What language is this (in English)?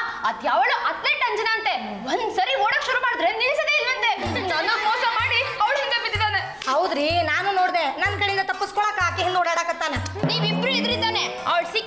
Kannada